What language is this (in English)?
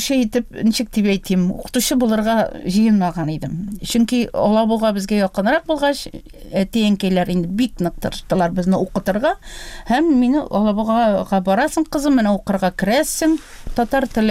Tatar